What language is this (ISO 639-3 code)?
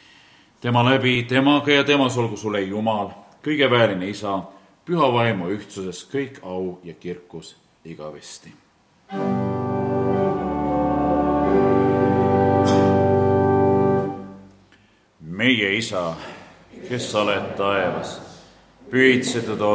est